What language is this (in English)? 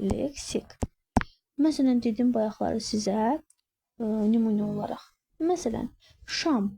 Azerbaijani